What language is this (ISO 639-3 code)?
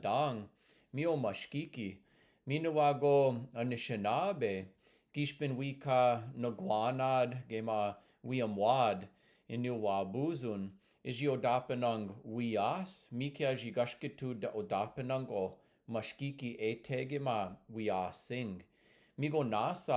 ciw